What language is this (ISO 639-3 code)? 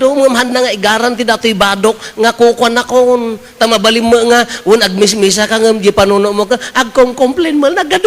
ilo